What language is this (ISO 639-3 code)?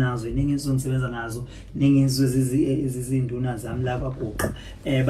zul